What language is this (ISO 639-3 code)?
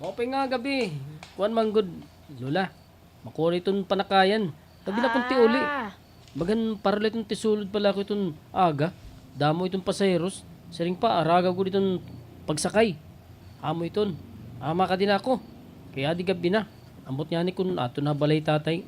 war